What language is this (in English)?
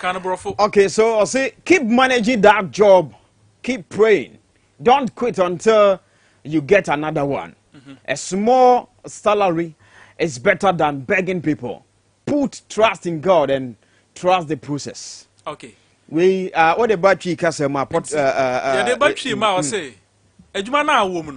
Akan